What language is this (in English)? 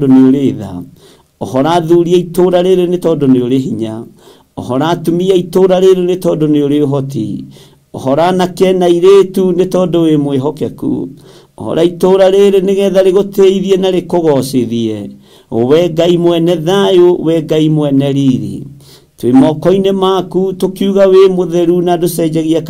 Kikuyu